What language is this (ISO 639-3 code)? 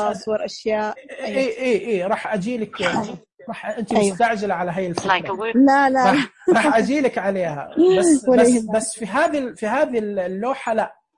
ars